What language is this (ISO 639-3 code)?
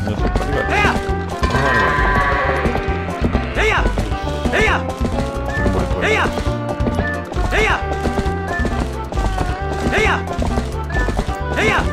kor